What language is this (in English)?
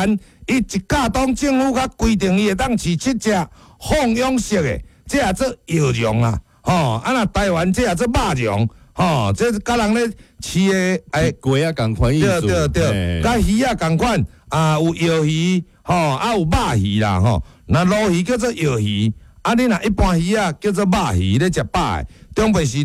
Min Nan Chinese